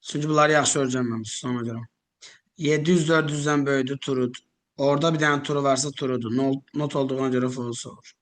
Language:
Azerbaijani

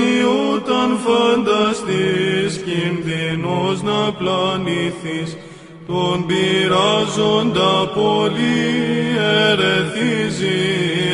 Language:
Serbian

